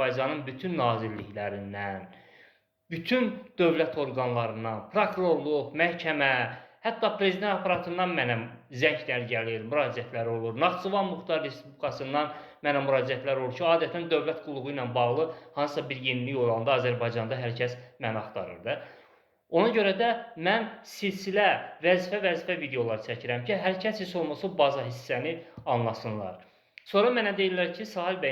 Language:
Azerbaijani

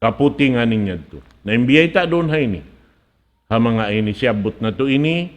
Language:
Tausug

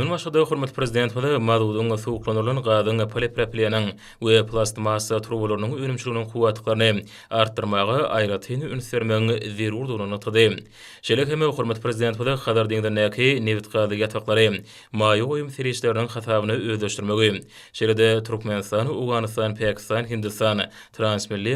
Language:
Turkmen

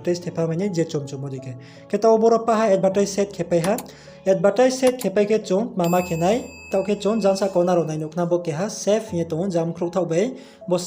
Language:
Riang (India)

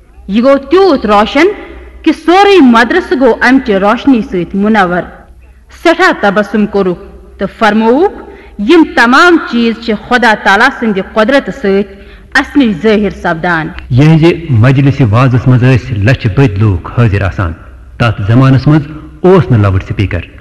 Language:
Kashmiri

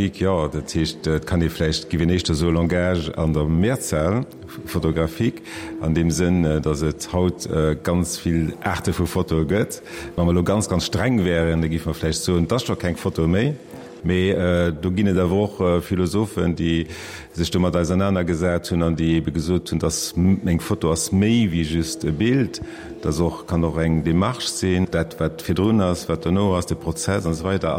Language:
Luxembourgish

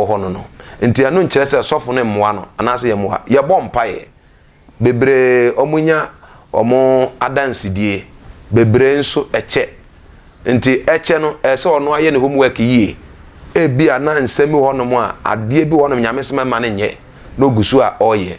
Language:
Akan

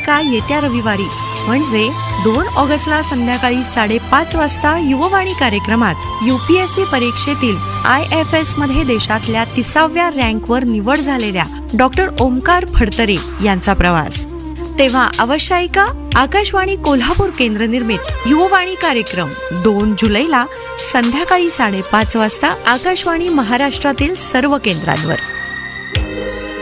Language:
Marathi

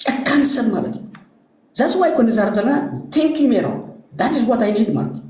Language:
Tigrinya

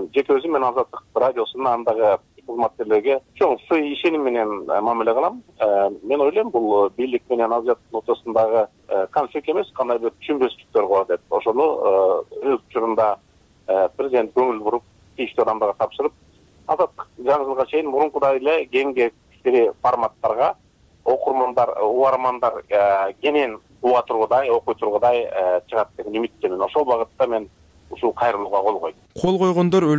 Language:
Kyrgyz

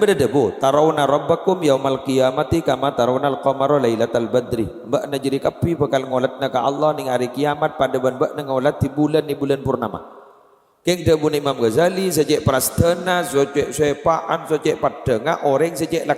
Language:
Madurese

